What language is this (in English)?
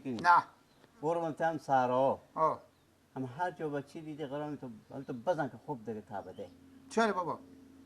Persian